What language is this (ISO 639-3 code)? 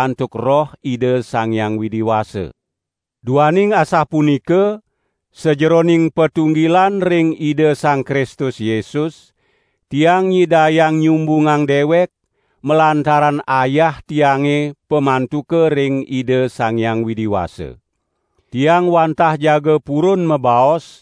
ban